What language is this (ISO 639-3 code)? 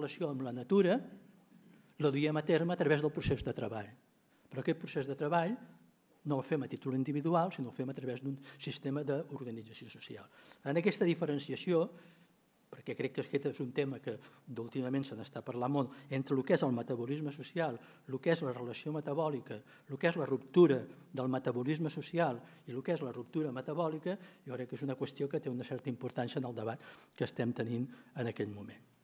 cat